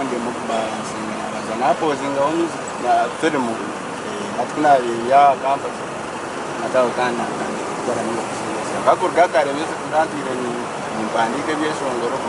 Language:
Nyankole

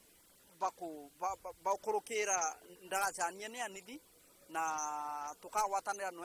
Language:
Meru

